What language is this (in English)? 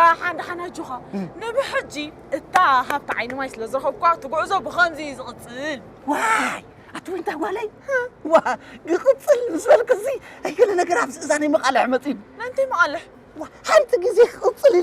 Tigrinya